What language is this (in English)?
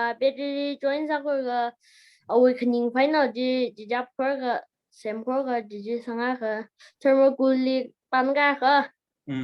Tangkhul Naga (India)